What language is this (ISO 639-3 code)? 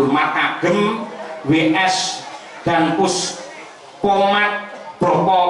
jav